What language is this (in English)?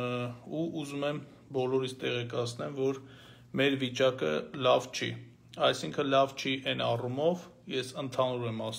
Armenian